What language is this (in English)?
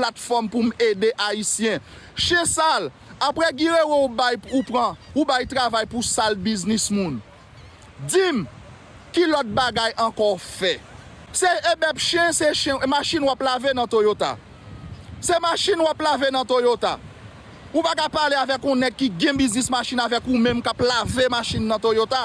Haitian Creole